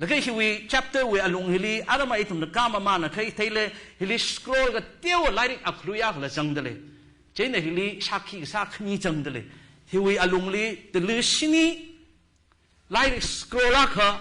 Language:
Tangkhul Naga (India)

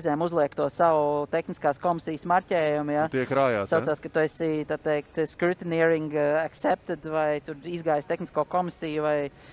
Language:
Latvian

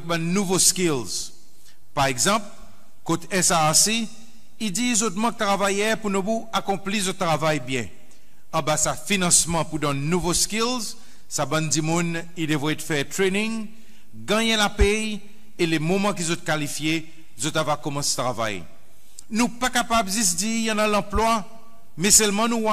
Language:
Seselwa Creole French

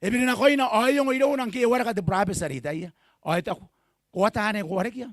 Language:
Gilbertese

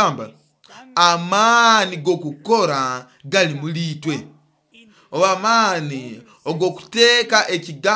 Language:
Nyoro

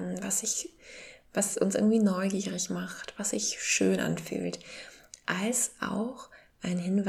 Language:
German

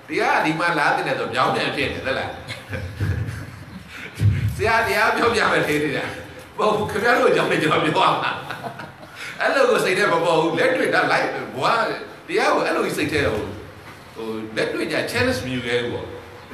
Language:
Burmese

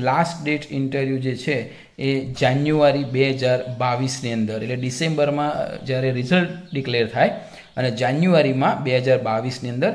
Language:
Gujarati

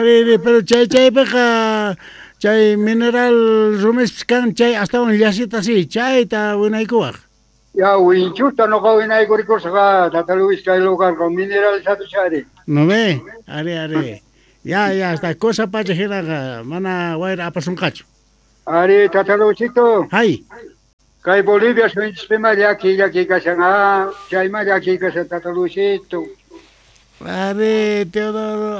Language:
South Bolivian Quechua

